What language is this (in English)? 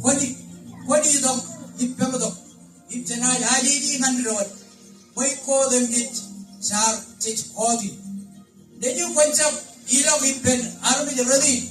Marshallese